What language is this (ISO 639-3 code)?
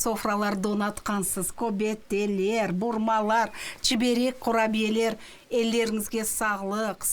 crh